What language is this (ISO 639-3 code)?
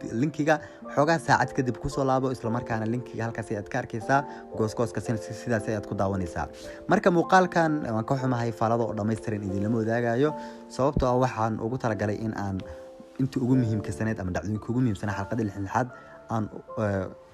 som